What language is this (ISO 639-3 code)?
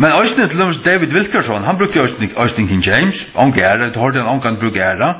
fao